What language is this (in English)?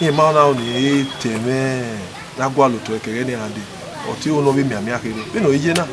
Bini